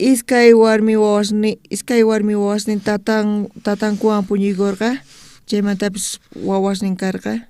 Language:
South Bolivian Quechua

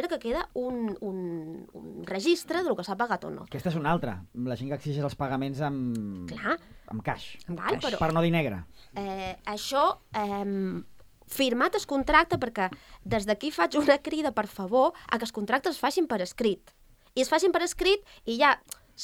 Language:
Catalan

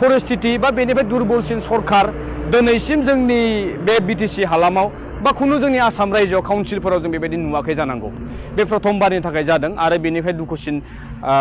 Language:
Bodo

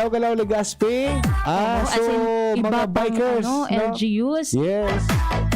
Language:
Bikol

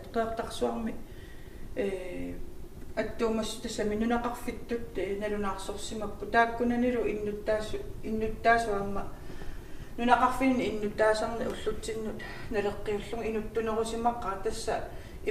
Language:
Kalaallisut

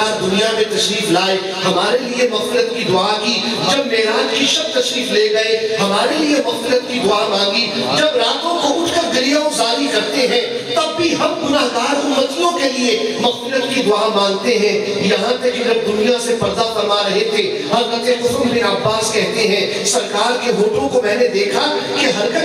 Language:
Urdu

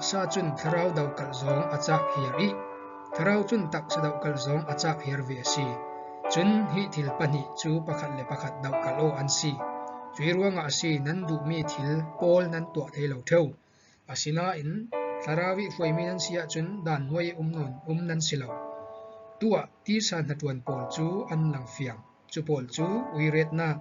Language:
Falam Chin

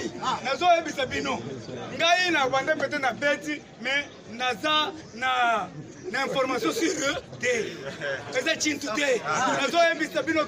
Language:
Lingala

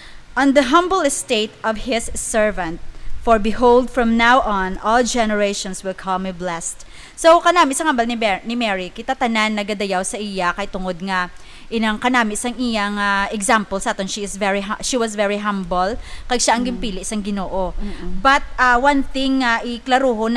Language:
Hiligaynon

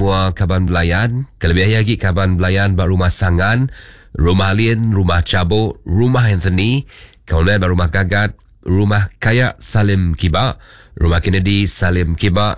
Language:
Iban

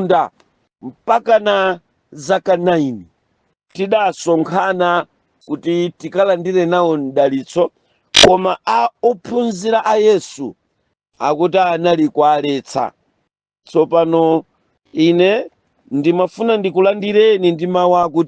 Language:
Nyanja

